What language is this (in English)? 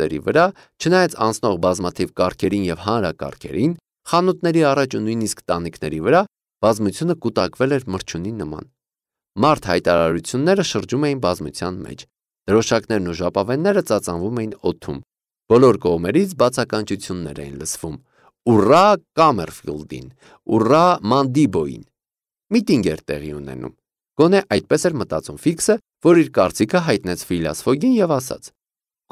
Armenian